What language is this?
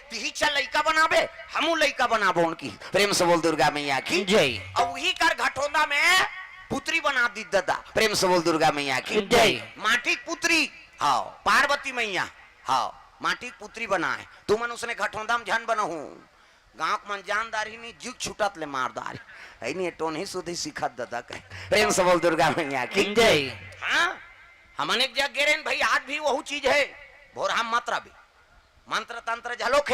Chhattisgarhi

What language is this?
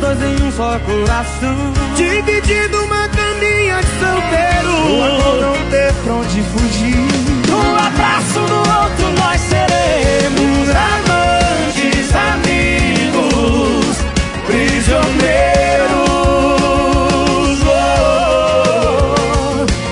Portuguese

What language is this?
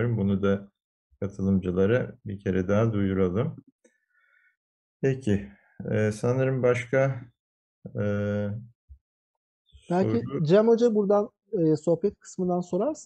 Turkish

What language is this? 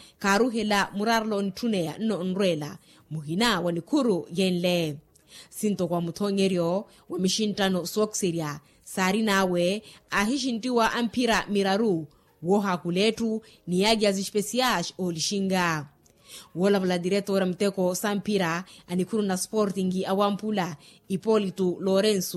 Makhuwa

